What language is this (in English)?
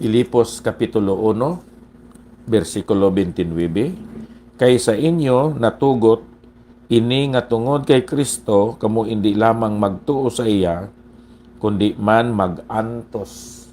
Hiligaynon